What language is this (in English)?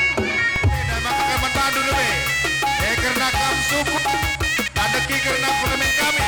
Batak Karo